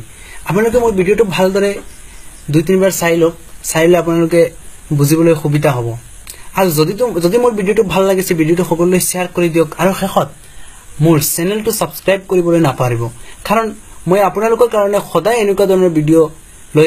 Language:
Assamese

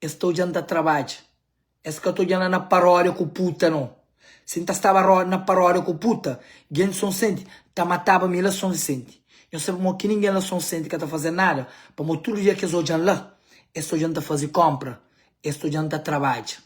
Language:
Kabuverdianu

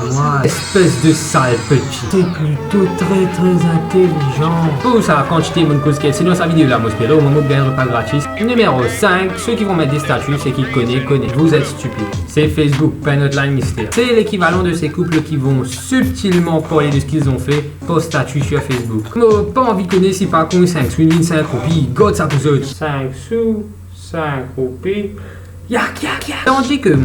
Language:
Morisyen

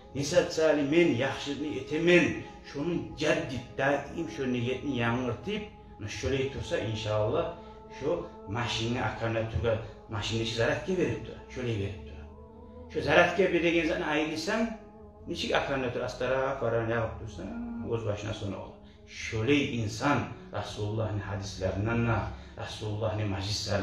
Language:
Kumyk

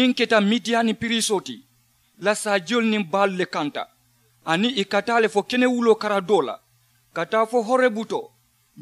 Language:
Mandingo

